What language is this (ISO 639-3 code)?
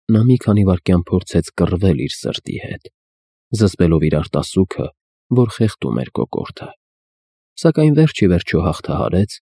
hye